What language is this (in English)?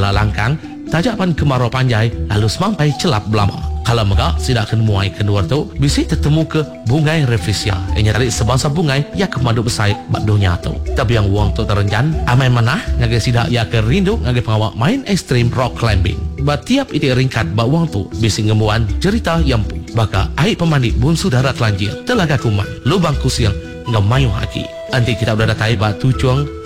Iban